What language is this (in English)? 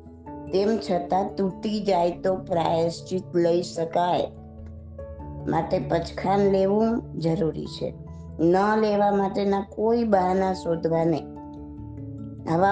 Gujarati